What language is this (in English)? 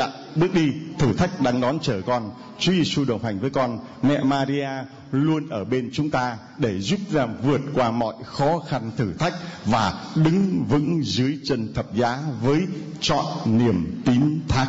Vietnamese